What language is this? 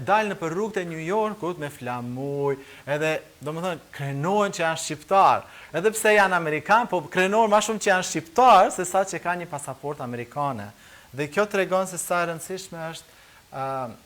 Albanian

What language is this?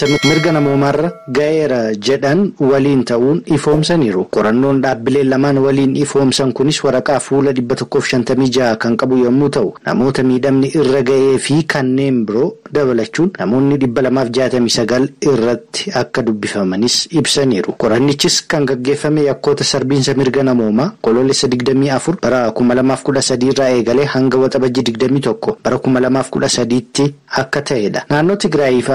Oromo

